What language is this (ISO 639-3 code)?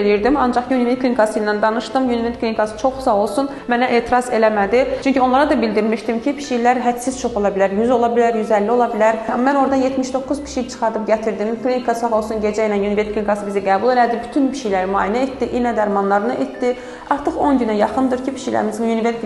aze